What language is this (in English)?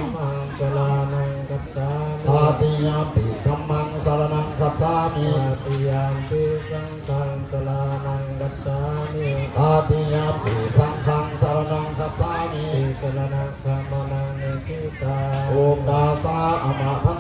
Pali